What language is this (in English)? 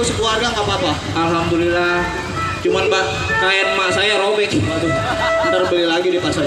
Betawi